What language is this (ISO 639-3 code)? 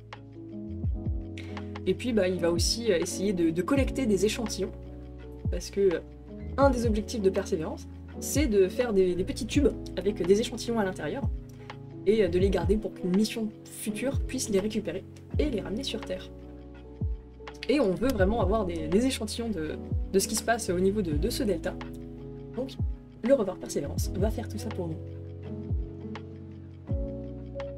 fra